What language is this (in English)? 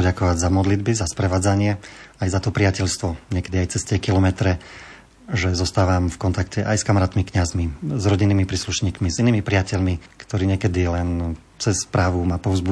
Slovak